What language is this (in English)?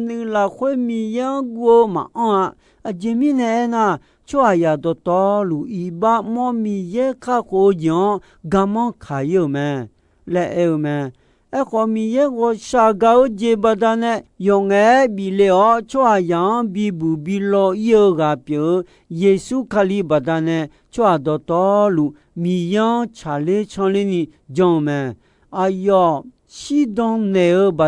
Akha